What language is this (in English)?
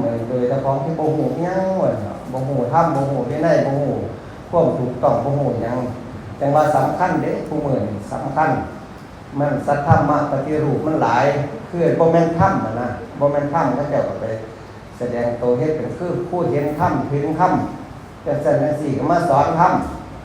Northeastern Thai